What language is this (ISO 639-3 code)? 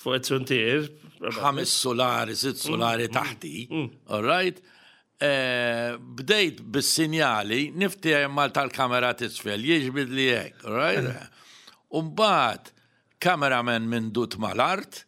mlt